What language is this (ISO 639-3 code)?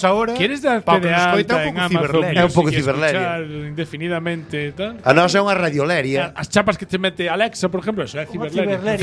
glg